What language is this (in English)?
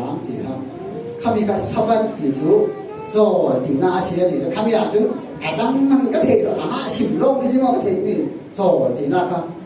Falam Chin